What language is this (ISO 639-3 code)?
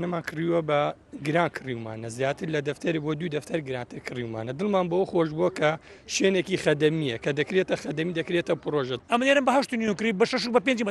ckb